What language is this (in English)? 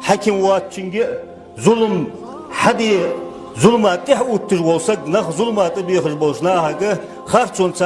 Ingush